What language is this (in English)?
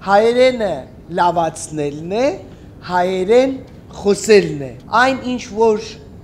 Armenian